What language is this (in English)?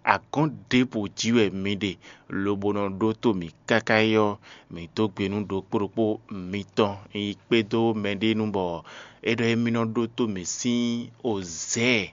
Fon